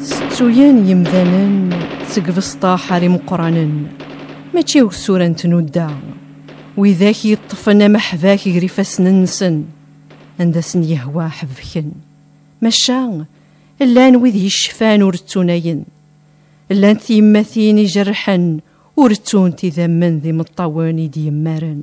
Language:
Kabyle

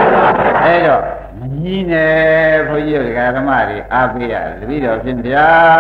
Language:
Burmese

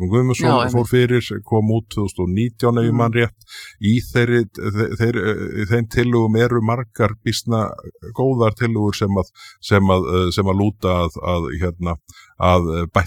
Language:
Icelandic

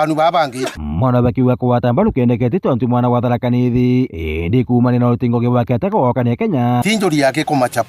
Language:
Meru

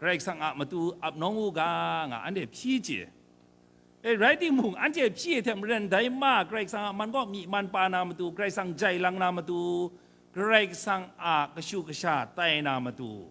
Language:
Kachin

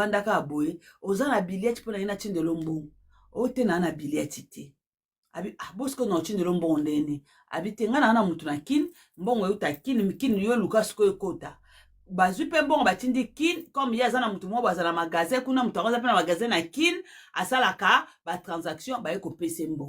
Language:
Lingala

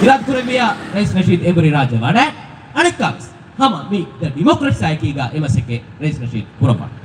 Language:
Divehi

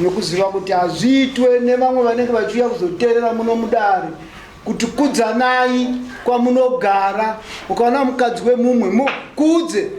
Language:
Shona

